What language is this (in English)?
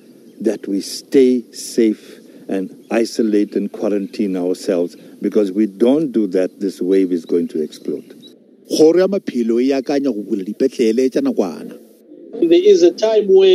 Northern Sotho